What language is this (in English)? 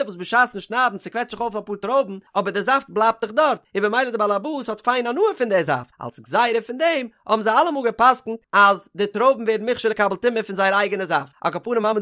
Yiddish